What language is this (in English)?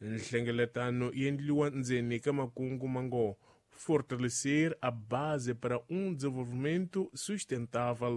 Tsonga